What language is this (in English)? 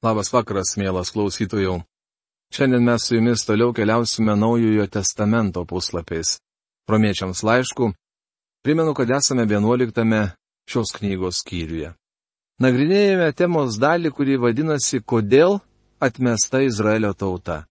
Lithuanian